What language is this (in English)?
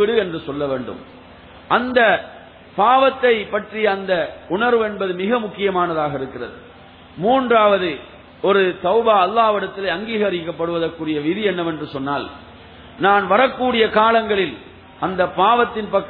Tamil